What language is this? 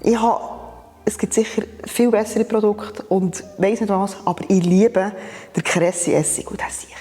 Swiss German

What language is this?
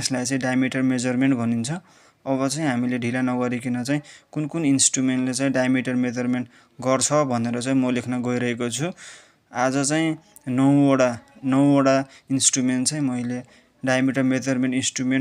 Nepali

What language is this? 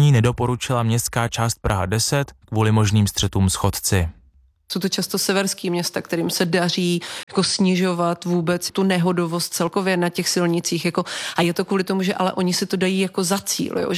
Czech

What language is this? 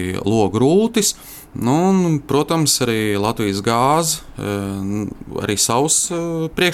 Latvian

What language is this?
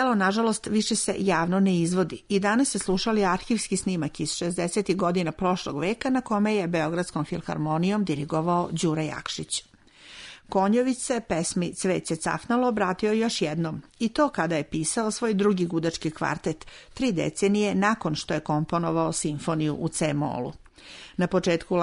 Serbian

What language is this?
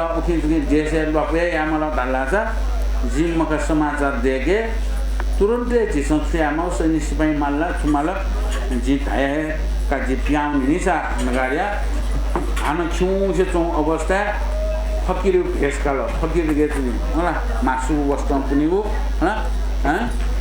Newari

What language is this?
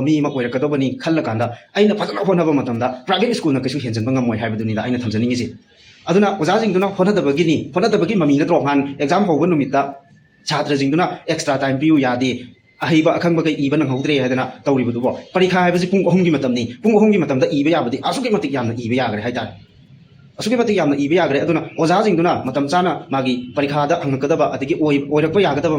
Manipuri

